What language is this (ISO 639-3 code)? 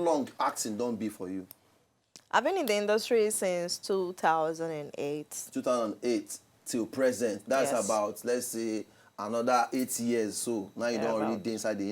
pcm